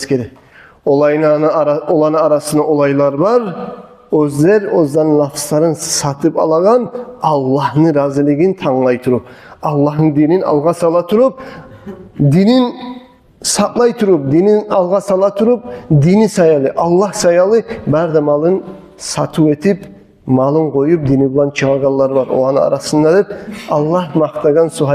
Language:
Kumyk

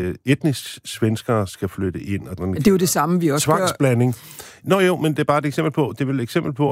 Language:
Danish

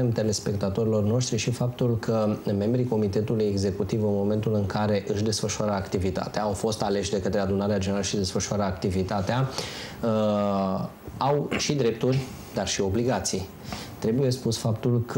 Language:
Romanian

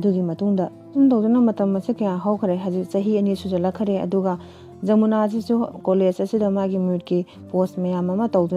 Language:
Manipuri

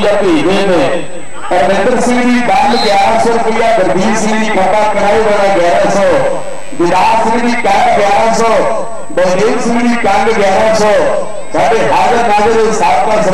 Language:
Punjabi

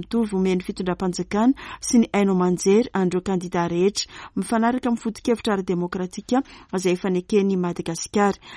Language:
Malagasy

